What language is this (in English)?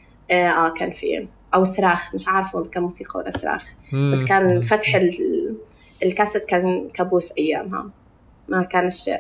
North Levantine Arabic